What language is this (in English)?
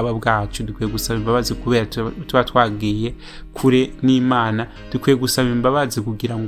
Rundi